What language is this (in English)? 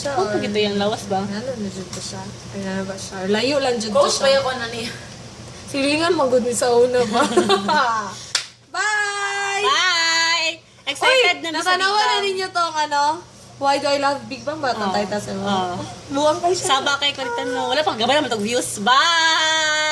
Cebuano